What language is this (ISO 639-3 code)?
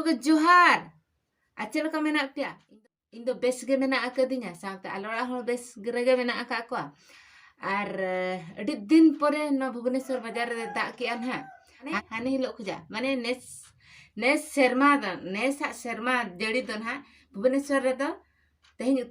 sat